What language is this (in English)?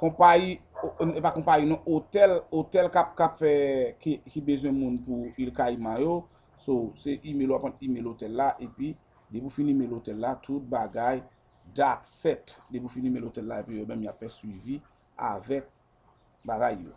Haitian Creole